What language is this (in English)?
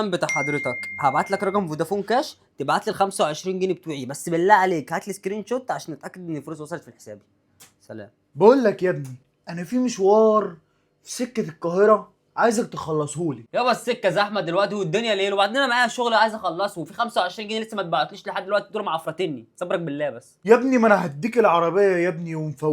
Egyptian Arabic